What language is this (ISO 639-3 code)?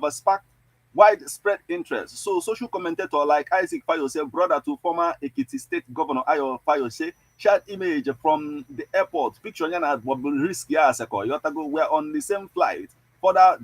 ibo